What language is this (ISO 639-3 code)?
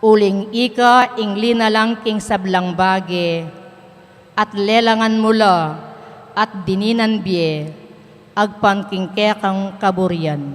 pam